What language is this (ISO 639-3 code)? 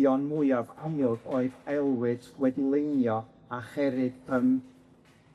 cym